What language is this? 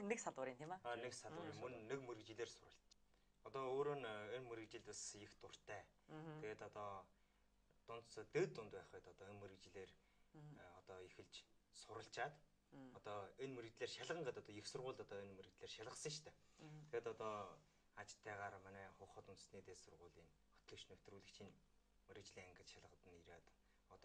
Mongolian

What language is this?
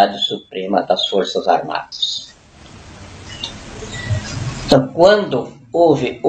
Portuguese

